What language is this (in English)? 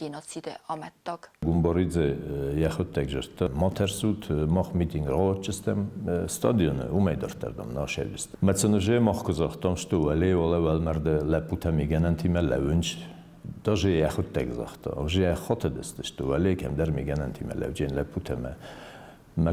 Ossetic